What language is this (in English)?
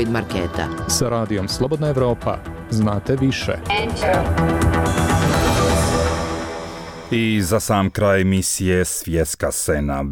Bosnian